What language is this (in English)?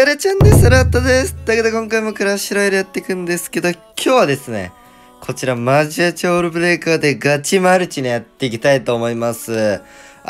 Japanese